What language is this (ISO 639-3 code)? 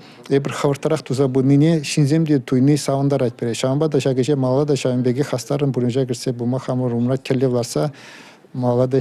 chv